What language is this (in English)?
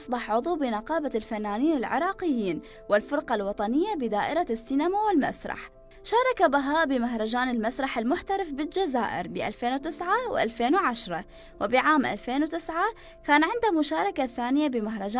Mesopotamian Arabic